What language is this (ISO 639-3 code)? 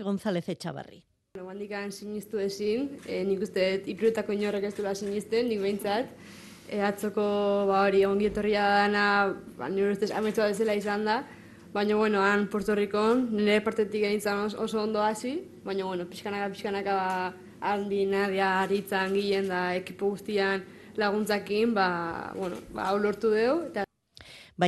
eus